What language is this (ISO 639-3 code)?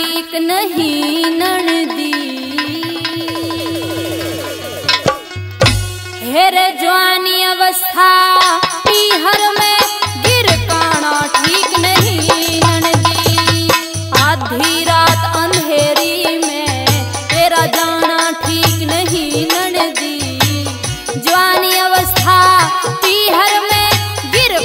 bgc